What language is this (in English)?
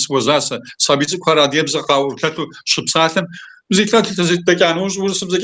Kabardian